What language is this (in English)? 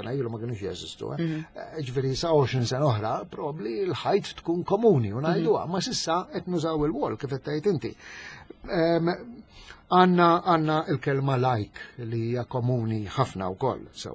Maltese